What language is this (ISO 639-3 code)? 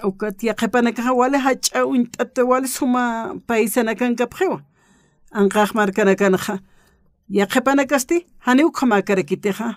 aym